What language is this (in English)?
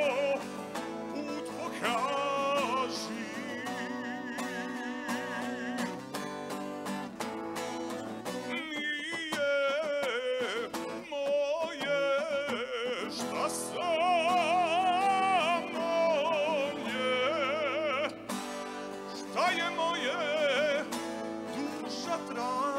Serbian